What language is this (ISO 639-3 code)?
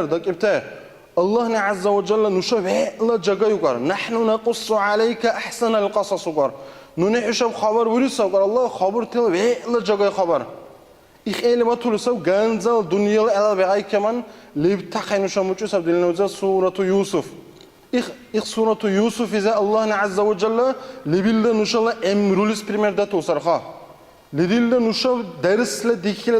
dar